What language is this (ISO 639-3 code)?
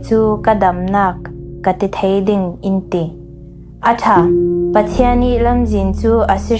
cfm